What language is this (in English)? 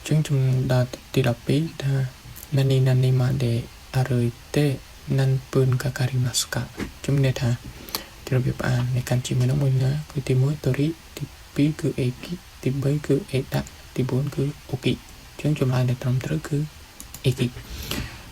Khmer